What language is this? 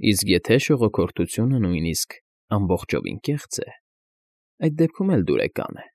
Armenian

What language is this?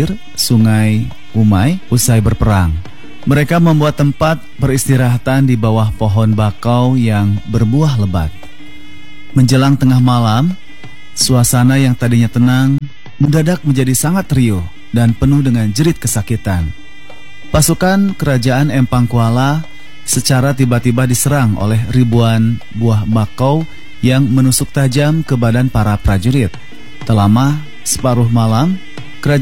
Indonesian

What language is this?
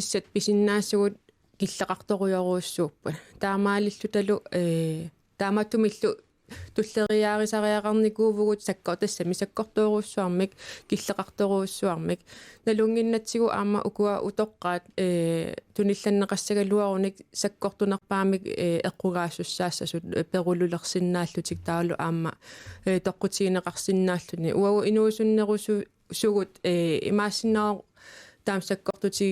Kalaallisut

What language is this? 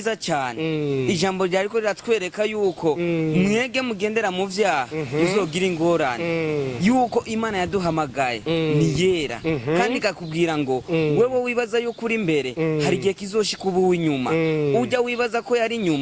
Rundi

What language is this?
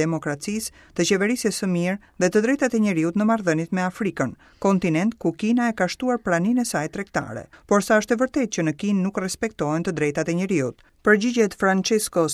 Albanian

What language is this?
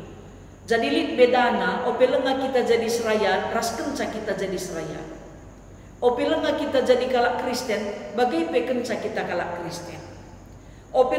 Batak Karo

